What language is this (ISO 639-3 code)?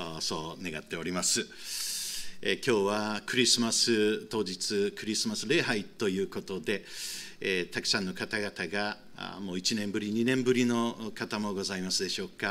jpn